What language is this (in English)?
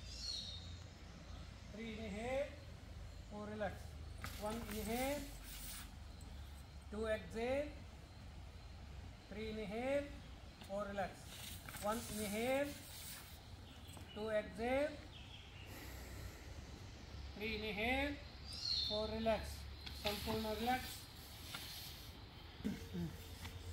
Kannada